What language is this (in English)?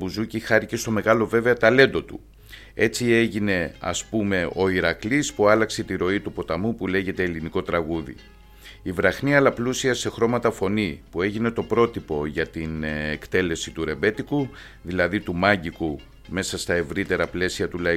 Greek